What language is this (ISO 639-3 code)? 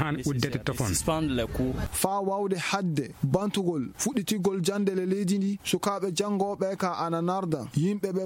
ful